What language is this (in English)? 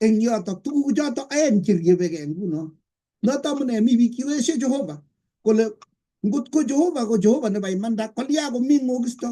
Kalenjin